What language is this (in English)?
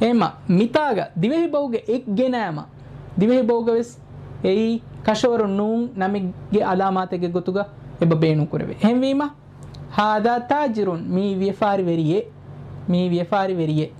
Divehi